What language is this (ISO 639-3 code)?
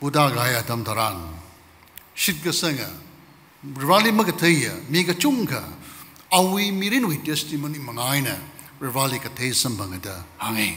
nmf